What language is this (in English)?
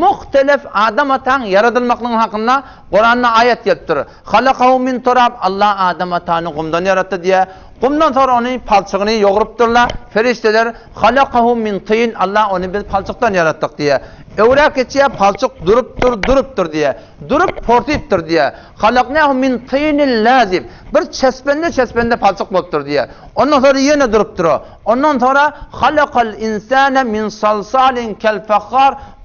Turkmen